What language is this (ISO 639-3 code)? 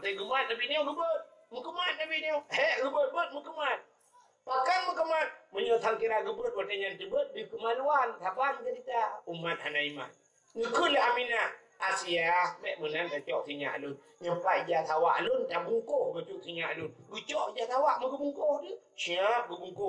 ace